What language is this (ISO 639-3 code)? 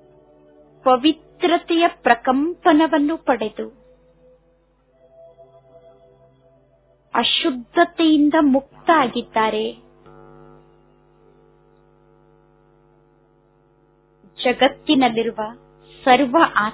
kan